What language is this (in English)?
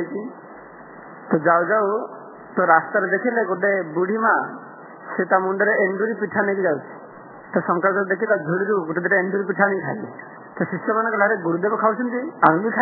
Odia